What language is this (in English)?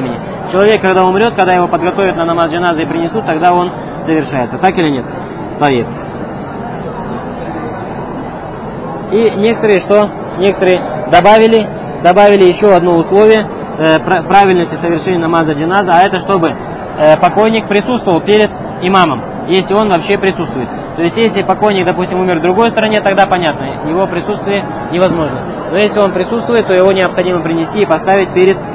Russian